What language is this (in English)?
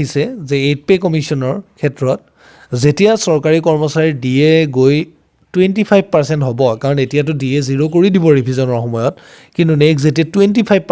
Assamese